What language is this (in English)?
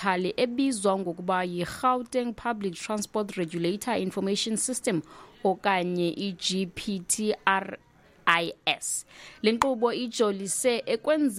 Xhosa